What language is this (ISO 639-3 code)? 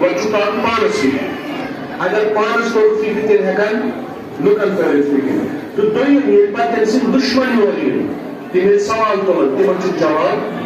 kas